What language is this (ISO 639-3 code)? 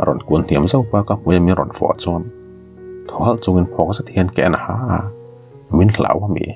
lus